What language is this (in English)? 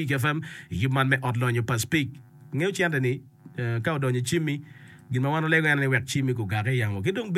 Acoli